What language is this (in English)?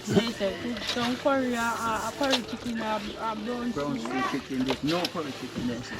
Jamaican Creole English